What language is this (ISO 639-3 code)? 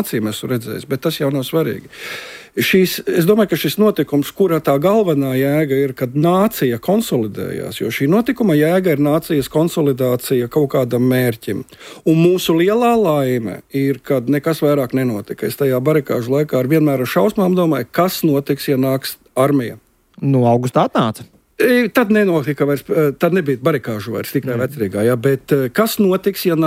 lav